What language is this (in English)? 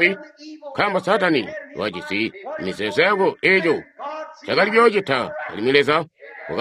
Tonga (Zambia)